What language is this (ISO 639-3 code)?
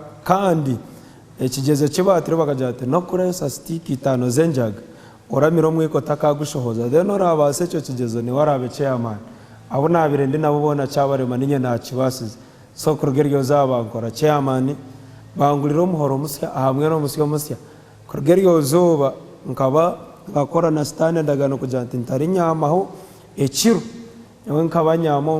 nyn